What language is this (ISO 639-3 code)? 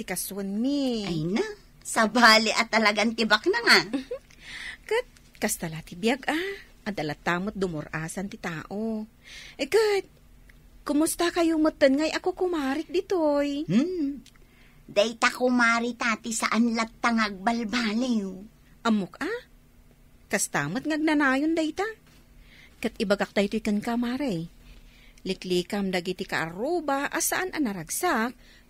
ilo